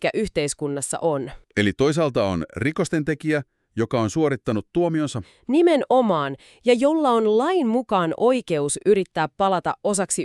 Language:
Finnish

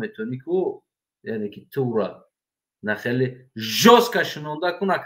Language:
Tajik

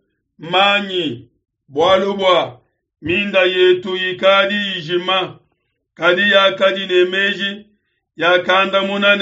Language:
Luba-Lulua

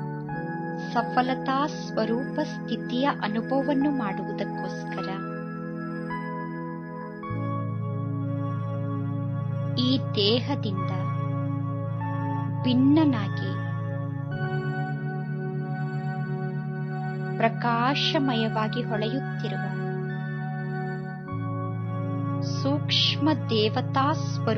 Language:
Kannada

